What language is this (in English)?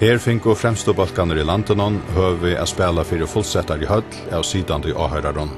Faroese